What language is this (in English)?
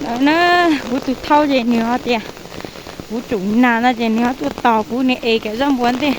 Hmong